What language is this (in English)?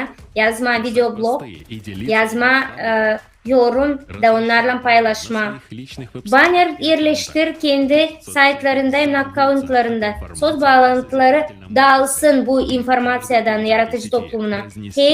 Gagauz